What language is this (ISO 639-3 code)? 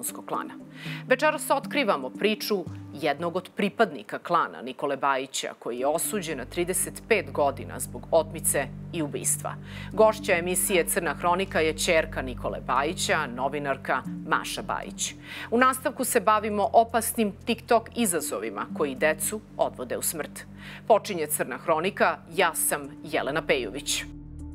srp